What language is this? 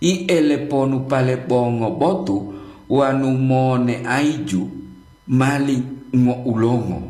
Gorontalo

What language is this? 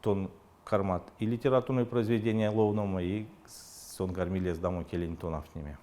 Erzya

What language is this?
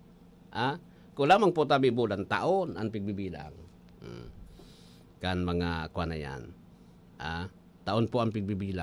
Bikol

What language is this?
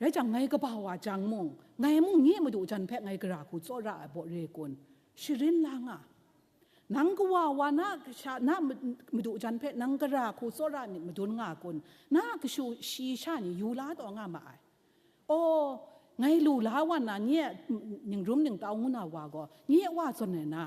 Kachin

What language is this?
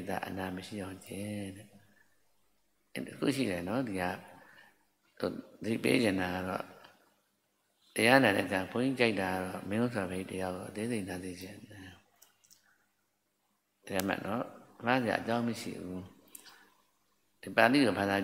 Burmese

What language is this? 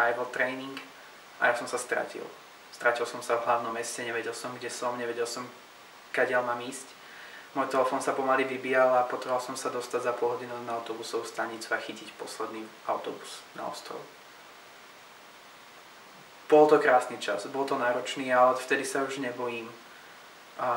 Slovak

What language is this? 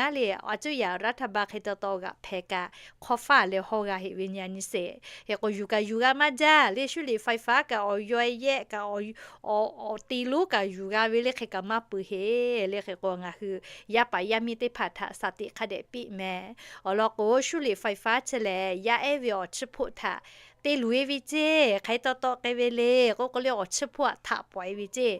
Lahu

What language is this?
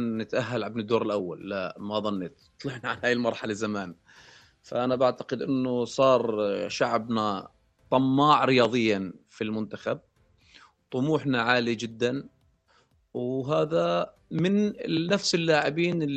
North Levantine Arabic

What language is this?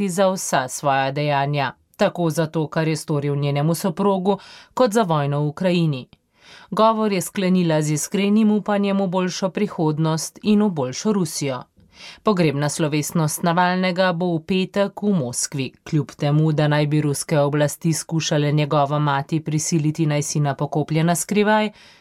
Slovenian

